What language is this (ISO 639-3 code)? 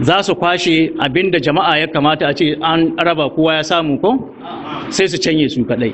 hau